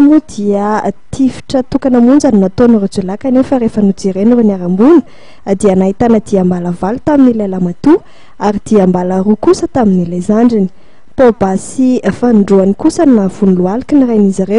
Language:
Malagasy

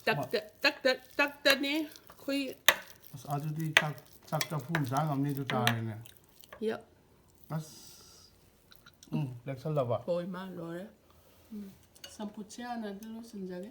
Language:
Manipuri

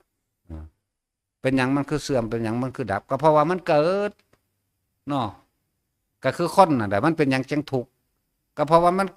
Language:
Northeastern Thai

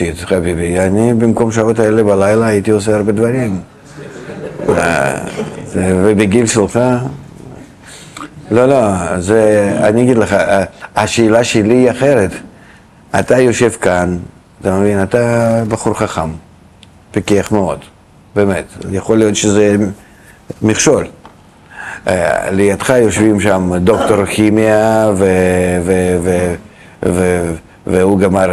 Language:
Hebrew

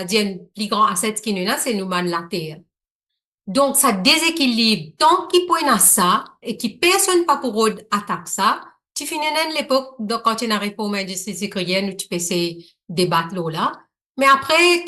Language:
Morisyen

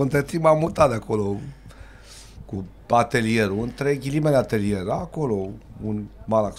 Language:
Romanian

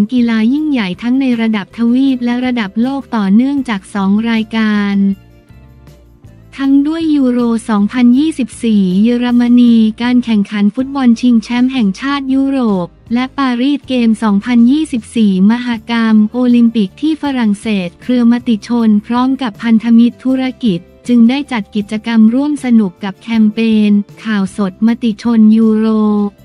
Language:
Thai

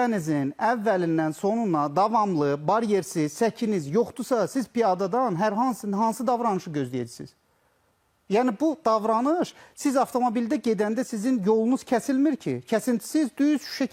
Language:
Azerbaijani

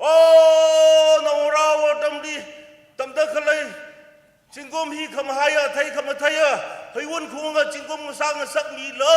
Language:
Tangkhul Naga (India)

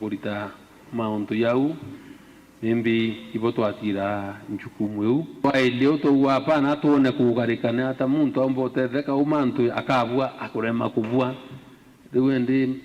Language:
Meru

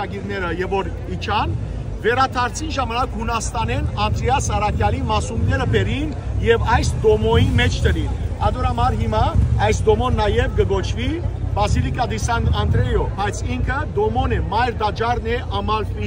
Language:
Western Armenian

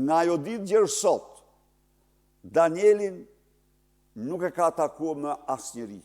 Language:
Albanian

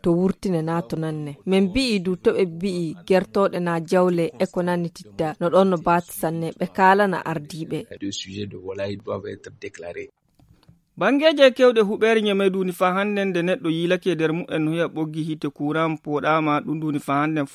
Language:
Nigerian Fulfulde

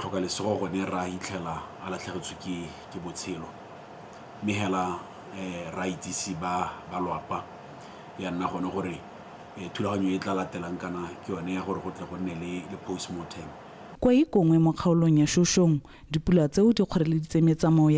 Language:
Tswana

